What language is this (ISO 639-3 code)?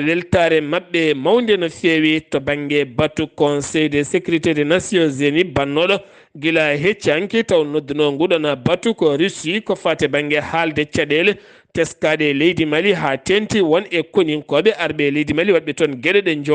ful